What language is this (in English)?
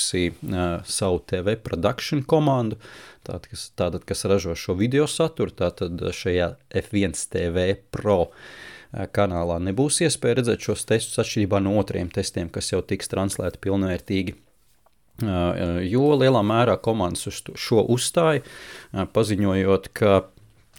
Latvian